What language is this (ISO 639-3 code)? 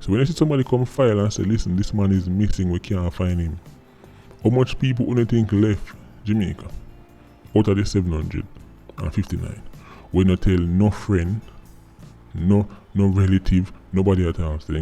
jam